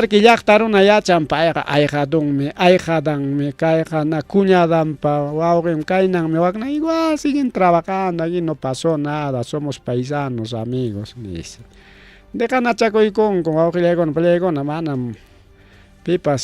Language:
Ayacucho Quechua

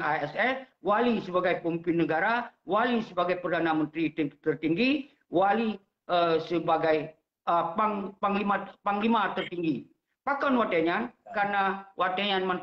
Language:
Achinese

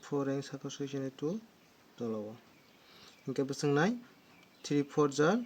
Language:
Kok Borok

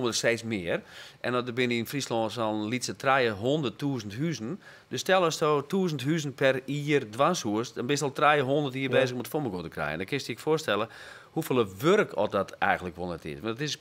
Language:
Western Frisian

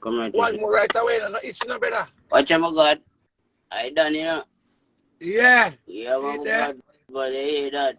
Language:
Jamaican Creole English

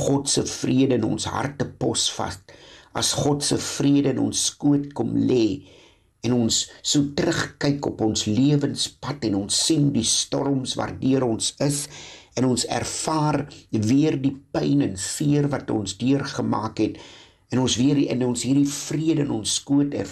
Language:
Afrikaans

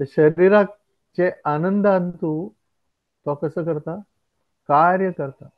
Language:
Konkani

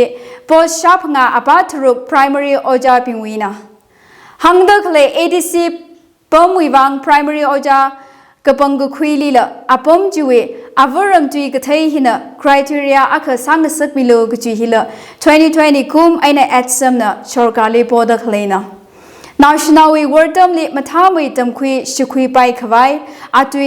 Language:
Tangkhul Naga (India)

